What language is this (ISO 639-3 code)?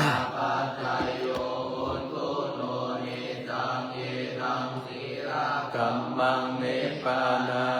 pli